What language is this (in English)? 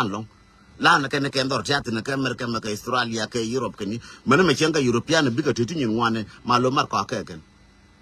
Nuer